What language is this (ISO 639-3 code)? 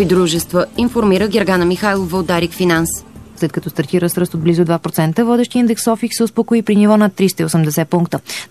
bul